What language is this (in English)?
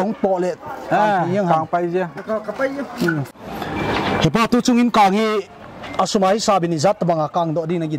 Paite Chin